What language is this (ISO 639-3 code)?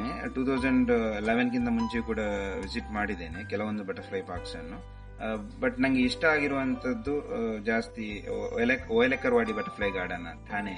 kan